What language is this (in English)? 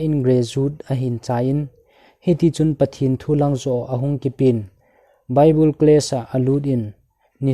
Thado Chin